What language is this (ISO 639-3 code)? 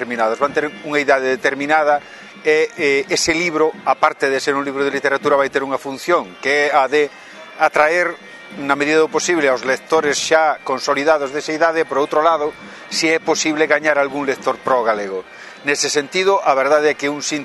glg